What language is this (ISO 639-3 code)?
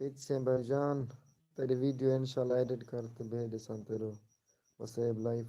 skr